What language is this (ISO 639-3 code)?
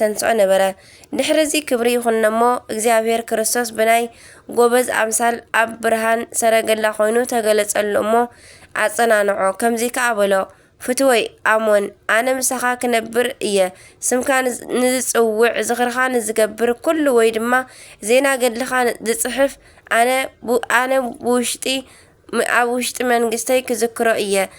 tir